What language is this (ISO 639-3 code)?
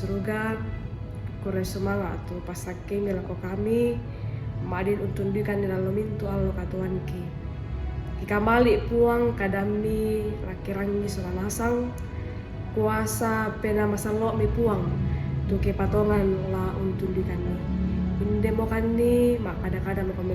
sda